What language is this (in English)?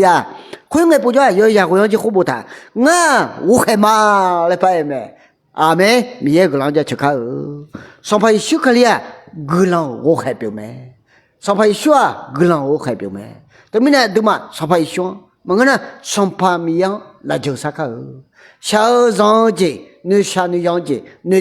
Akha